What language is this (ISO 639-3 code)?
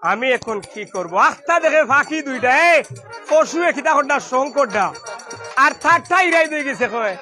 syl